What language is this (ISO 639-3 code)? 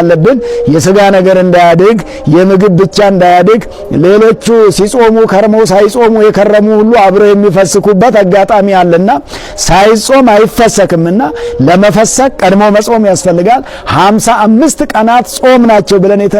amh